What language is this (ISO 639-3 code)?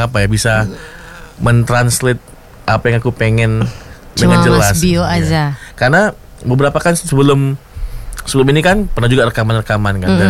ind